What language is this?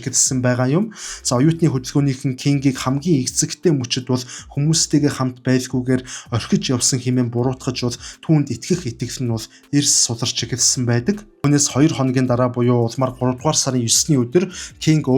Mongolian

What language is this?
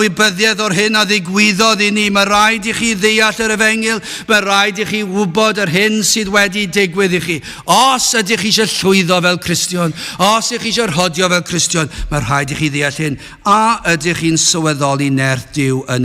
Welsh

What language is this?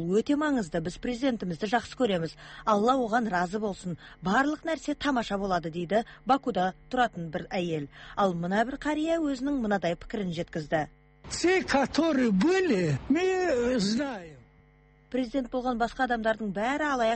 Kazakh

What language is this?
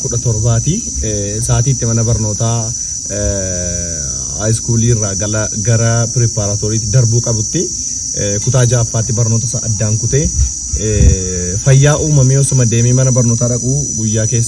Oromo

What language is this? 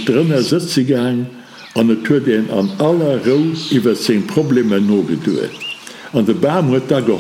Luxembourgish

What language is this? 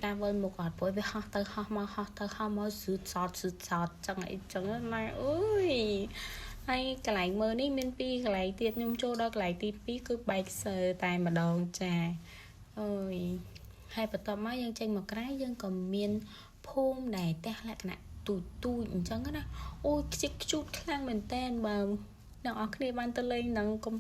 Khmer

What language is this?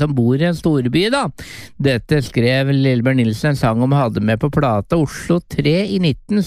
Norwegian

